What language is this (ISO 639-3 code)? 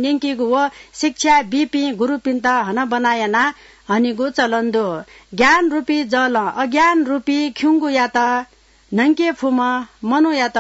new